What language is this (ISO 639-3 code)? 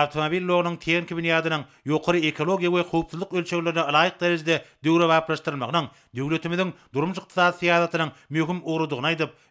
tuk